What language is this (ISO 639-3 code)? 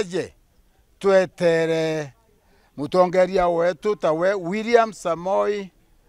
mer